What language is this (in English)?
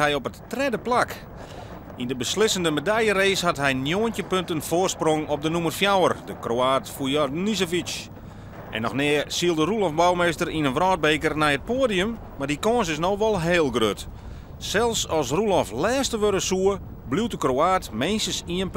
Western Frisian